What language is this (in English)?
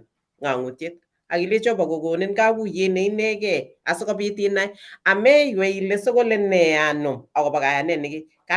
Kalenjin